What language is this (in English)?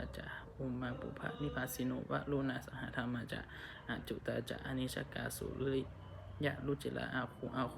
Pali